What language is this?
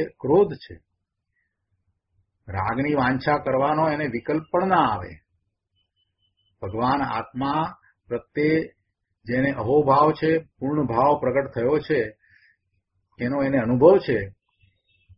Gujarati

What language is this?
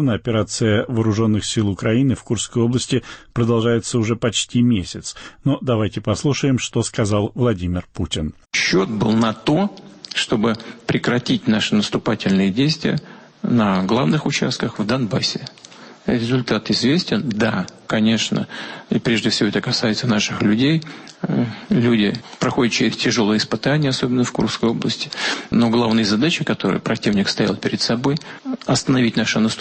Russian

